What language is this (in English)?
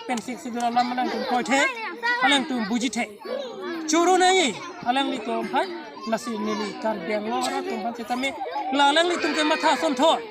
Karbi